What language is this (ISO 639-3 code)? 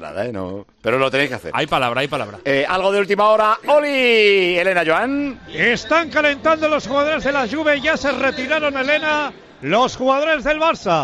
spa